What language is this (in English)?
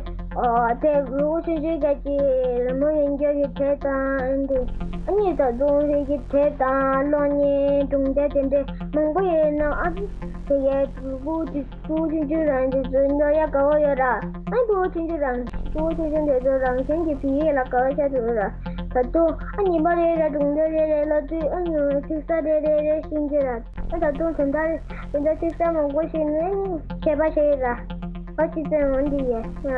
Tibetan